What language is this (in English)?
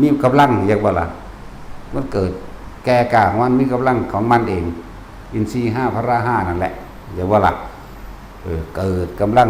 Lao